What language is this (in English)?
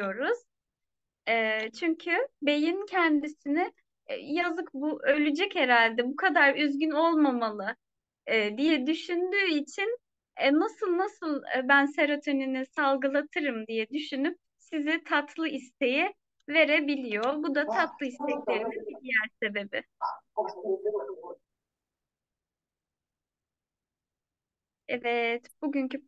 Turkish